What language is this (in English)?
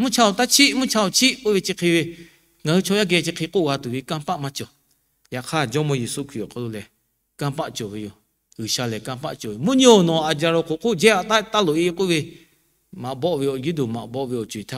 Lahu